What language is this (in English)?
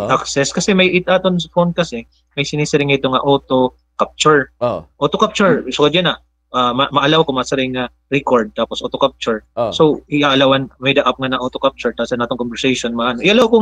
Waray